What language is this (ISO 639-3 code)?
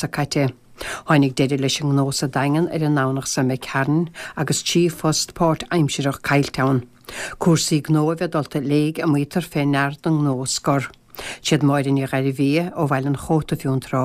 gle